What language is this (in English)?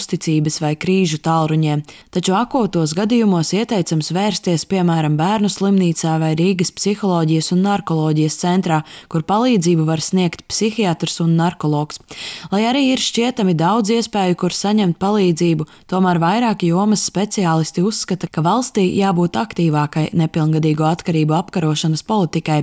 Latvian